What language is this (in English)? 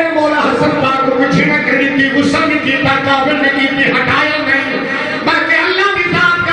Saraiki